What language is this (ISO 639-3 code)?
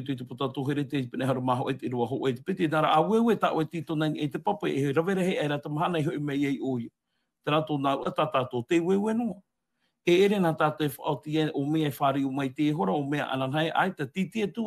tah